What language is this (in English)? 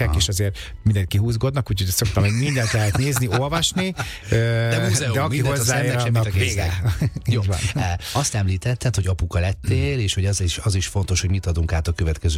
Hungarian